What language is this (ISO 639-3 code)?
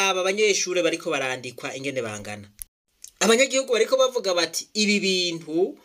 run